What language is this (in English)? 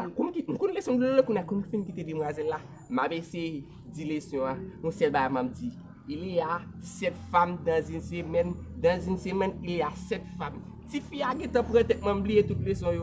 Haitian Creole